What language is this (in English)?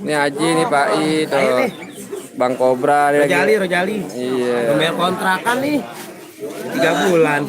Betawi